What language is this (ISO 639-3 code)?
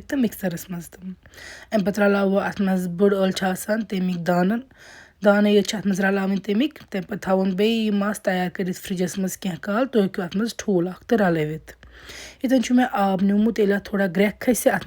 kas